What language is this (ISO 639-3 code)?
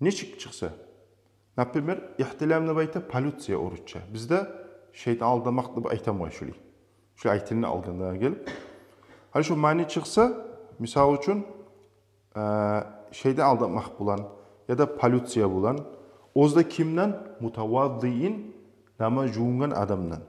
kum